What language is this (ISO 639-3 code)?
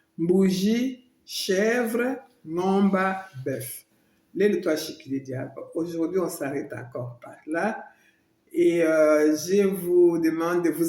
lua